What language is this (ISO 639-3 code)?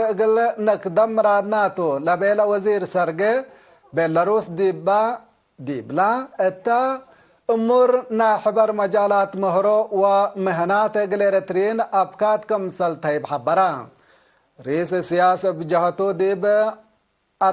tig